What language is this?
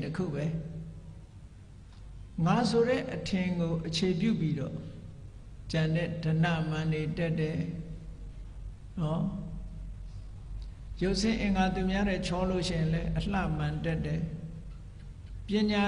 Burmese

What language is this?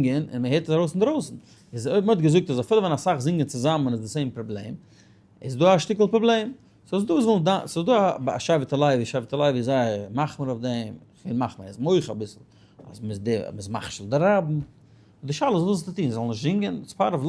Yiddish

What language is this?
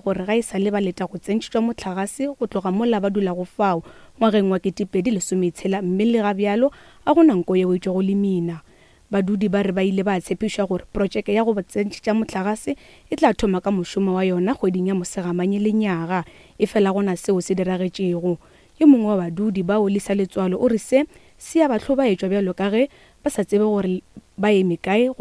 Northern Sotho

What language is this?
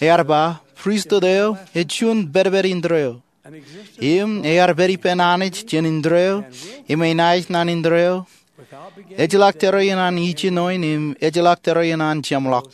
Marshallese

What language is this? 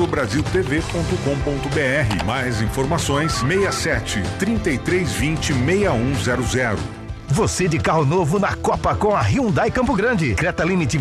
Portuguese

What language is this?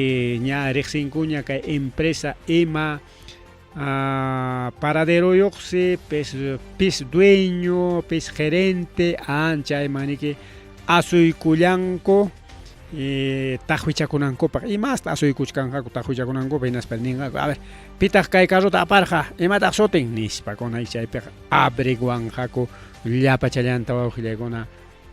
Ayacucho Quechua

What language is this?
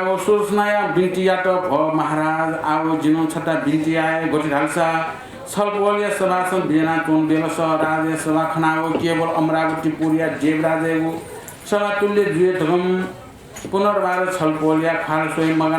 Newari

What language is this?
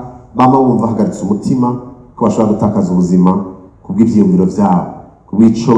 Rundi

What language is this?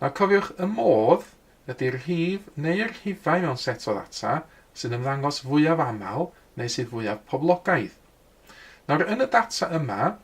Welsh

